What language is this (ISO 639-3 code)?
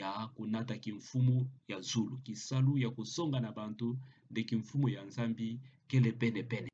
ktu